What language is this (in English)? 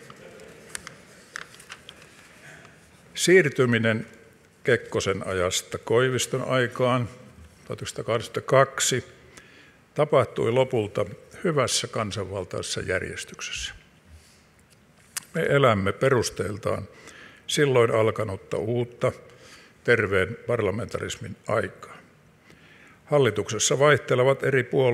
Finnish